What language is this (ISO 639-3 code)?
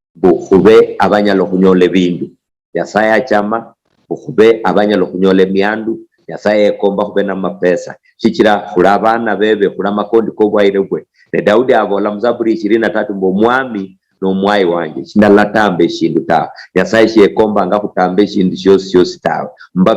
luy